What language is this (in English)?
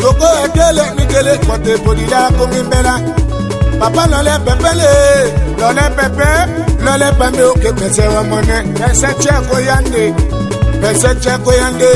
Tetela